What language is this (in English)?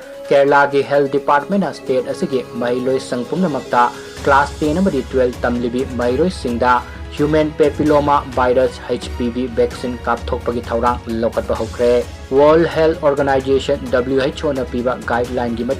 Manipuri